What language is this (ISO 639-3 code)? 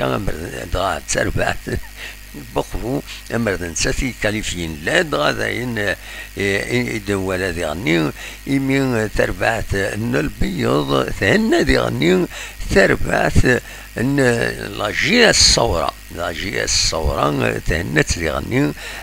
kab